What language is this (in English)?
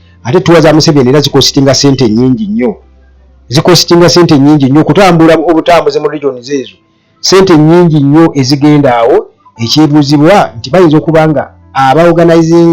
Ganda